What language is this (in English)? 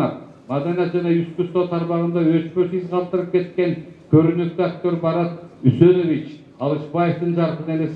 Kyrgyz